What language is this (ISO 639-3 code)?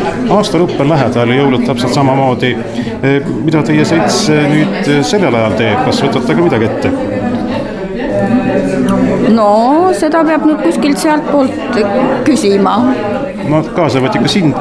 est